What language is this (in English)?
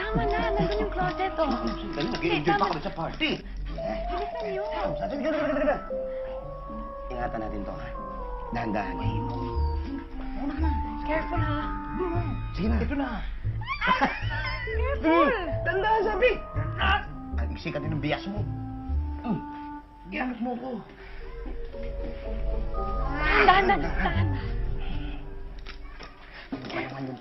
Filipino